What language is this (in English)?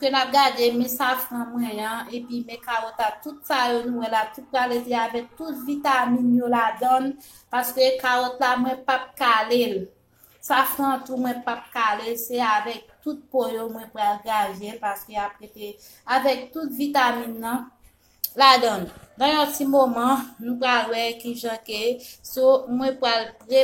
Haitian Creole